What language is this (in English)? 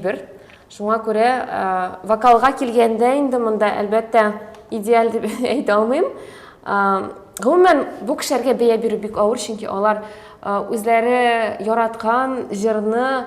Tatar